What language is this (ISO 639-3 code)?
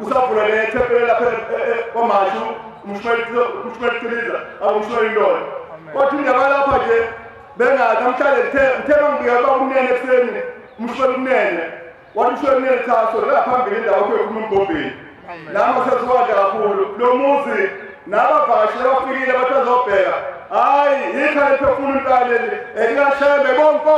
zul